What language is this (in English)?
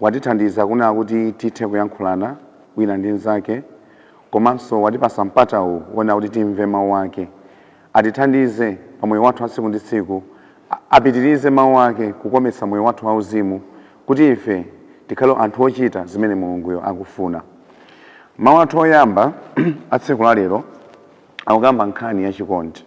Nyanja